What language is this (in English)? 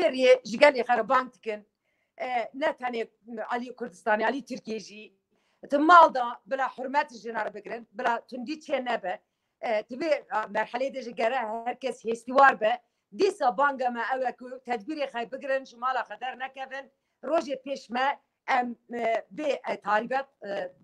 Kurdish